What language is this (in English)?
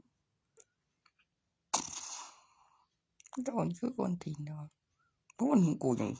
Northeastern Thai